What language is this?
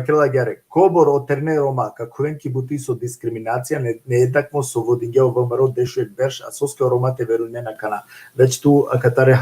Balkan Romani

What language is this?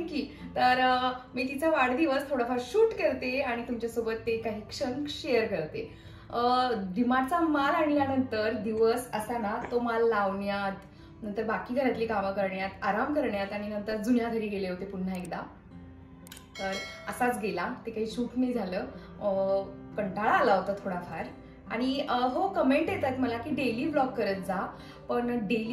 Marathi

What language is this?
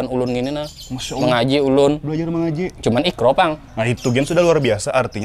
Banjar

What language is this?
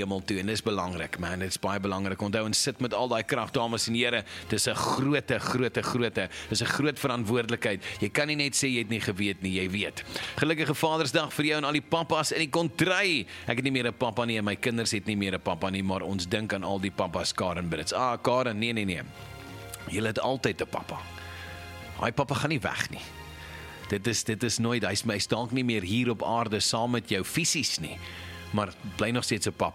Afrikaans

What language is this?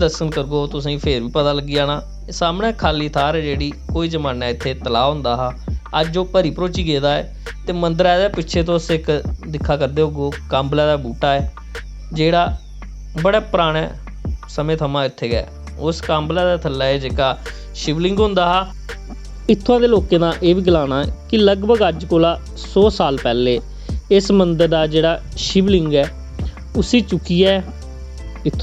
Dogri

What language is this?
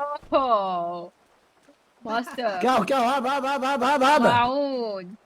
Mesopotamian Arabic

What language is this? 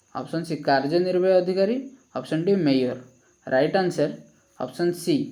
Odia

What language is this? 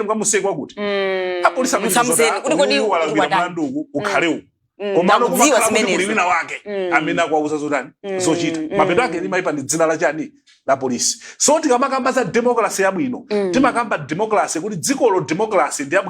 Nyanja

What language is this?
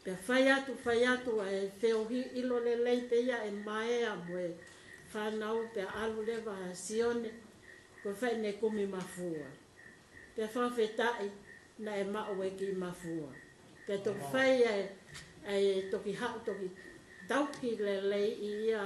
Tongan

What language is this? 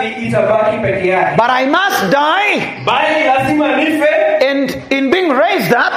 Swahili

